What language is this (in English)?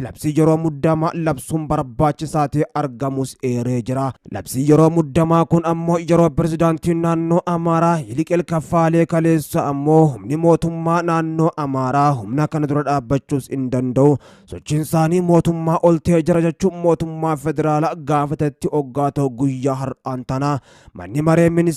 Oromo